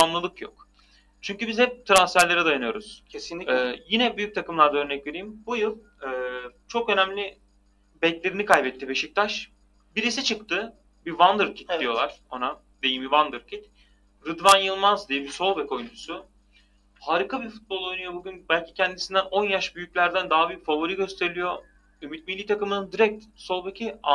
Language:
Turkish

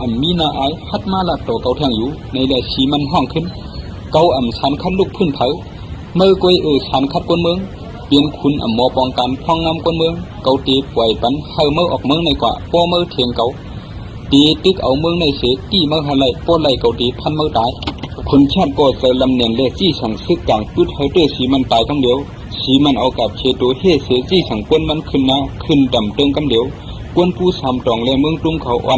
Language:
Shan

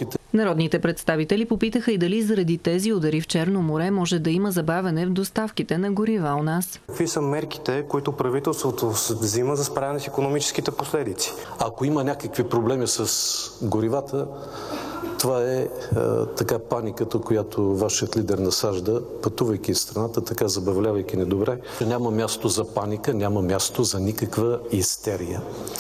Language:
Bulgarian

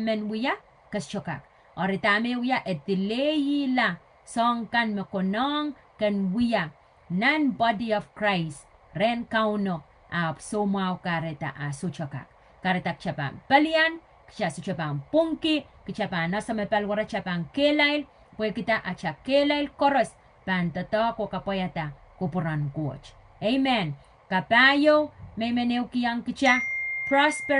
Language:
Pohnpeian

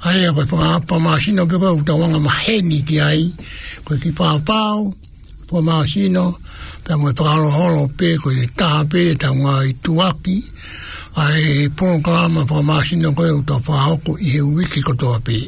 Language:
Tongan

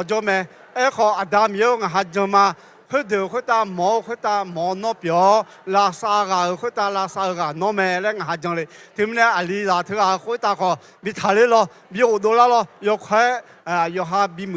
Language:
Akha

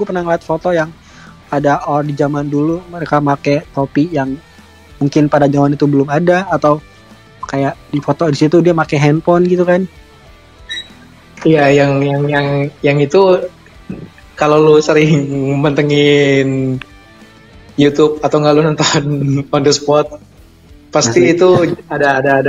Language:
Indonesian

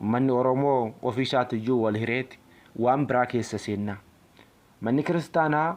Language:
Oromo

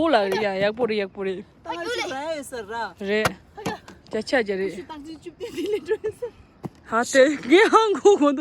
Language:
Tibetan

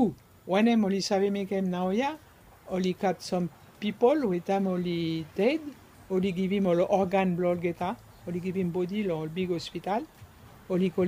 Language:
Bislama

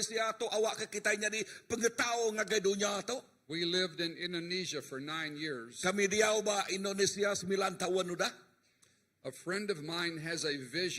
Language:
Iban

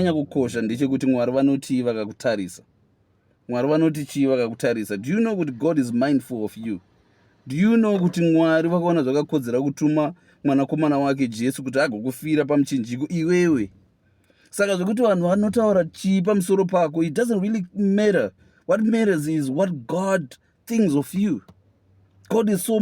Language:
Shona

